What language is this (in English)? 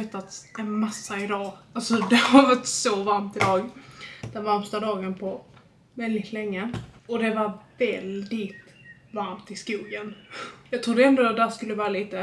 Swedish